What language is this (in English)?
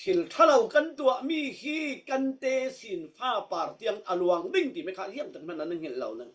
Falam Chin